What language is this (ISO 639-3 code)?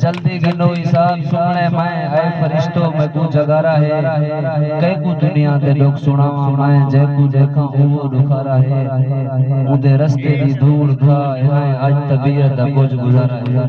skr